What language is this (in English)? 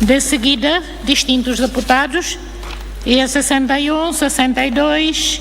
Tetum